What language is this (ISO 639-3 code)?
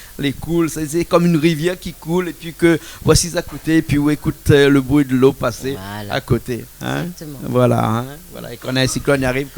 rcf